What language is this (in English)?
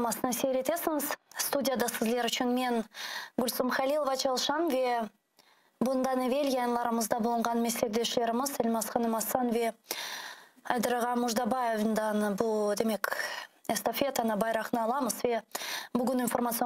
Crimean Tatar